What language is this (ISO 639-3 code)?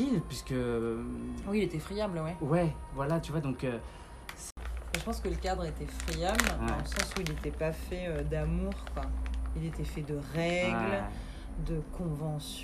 fra